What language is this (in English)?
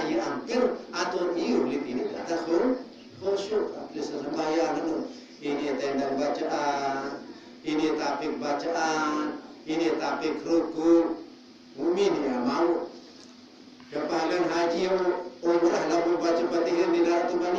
Sasak